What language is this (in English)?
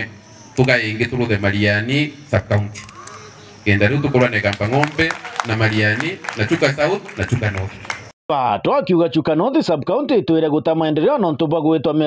Meru